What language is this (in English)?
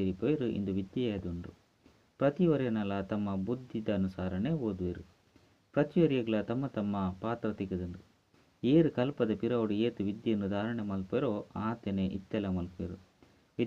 Tulu